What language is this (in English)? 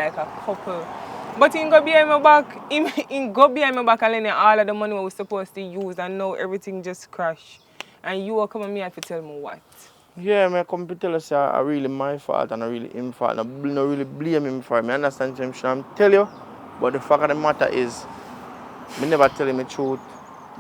Jamaican Creole English